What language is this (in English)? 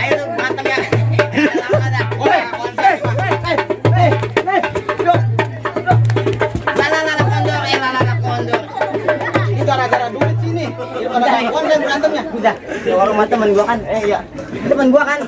Betawi